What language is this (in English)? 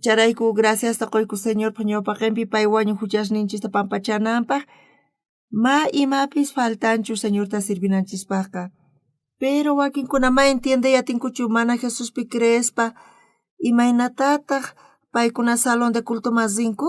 South Bolivian Quechua